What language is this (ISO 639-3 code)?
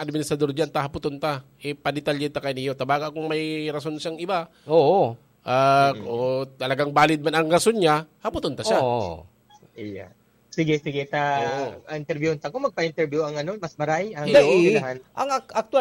bik